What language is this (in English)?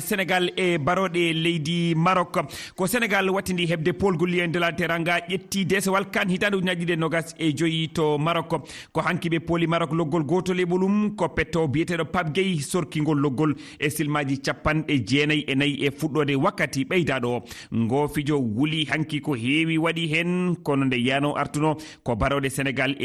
Fula